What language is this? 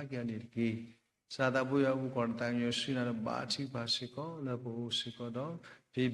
S'gaw Karen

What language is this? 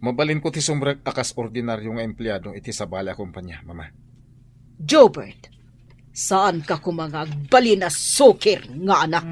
Iloko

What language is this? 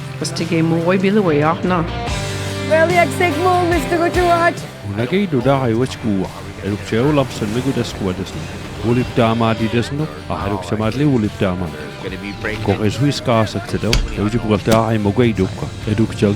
Mi'kmaw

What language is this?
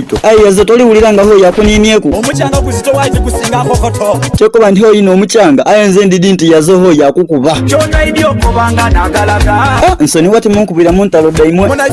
Soga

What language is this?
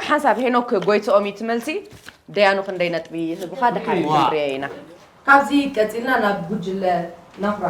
Tigrinya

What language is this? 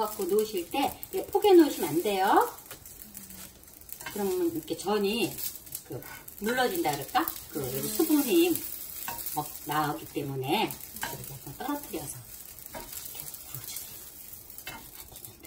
Korean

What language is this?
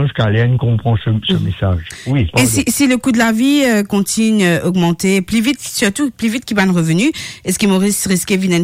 Morisyen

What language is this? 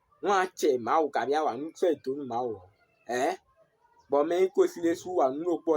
Fon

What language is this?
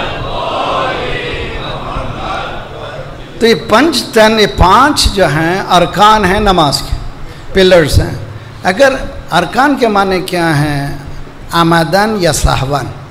Urdu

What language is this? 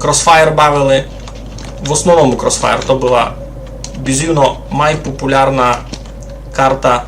Rusyn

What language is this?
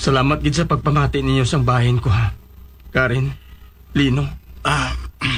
Hiligaynon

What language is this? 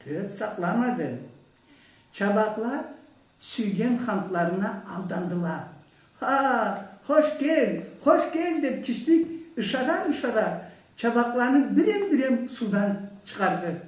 Karachay-Balkar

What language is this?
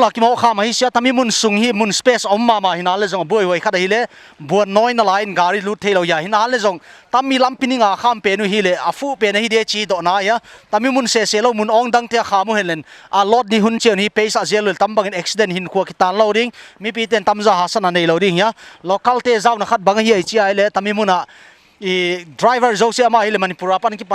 Paite Chin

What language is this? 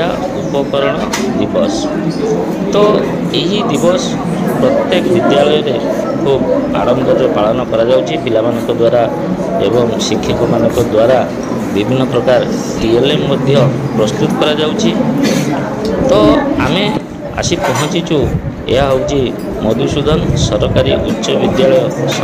Odia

